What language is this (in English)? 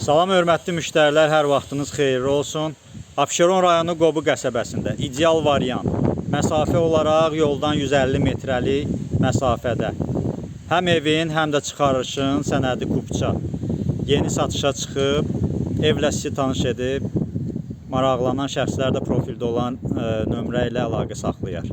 Azerbaijani